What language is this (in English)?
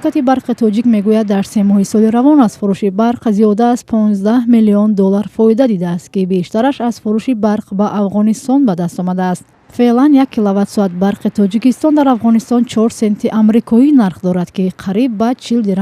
Tajik